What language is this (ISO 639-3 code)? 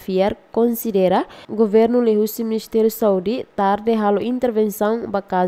tet